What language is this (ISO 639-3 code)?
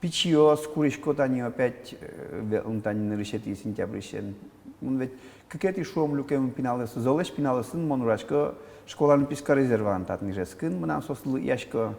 udm